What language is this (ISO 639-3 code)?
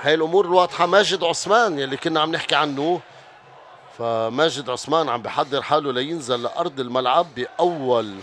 apc